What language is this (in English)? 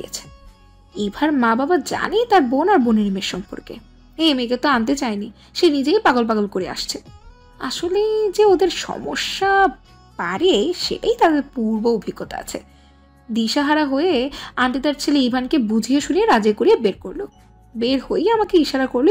Bangla